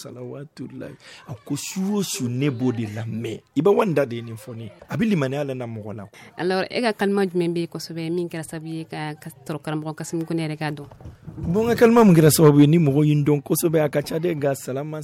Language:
Bambara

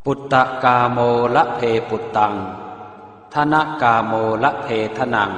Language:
Pali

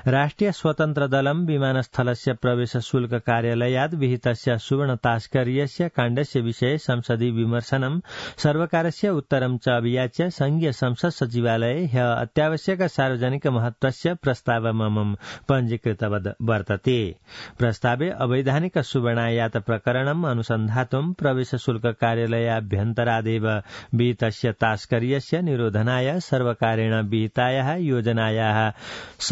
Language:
Sanskrit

